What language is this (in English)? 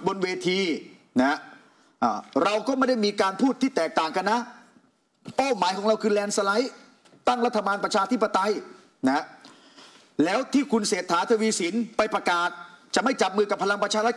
Thai